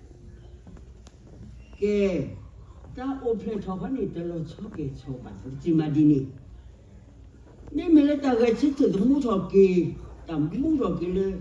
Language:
S'gaw Karen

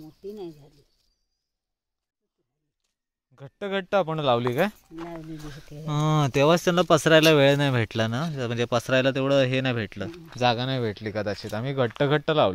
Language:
Marathi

